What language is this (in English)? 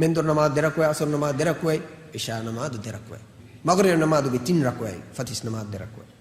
Divehi